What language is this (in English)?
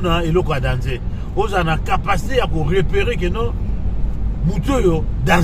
Lingala